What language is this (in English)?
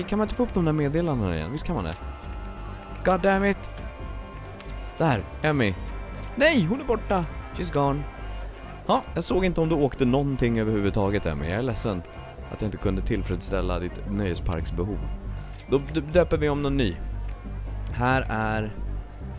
Swedish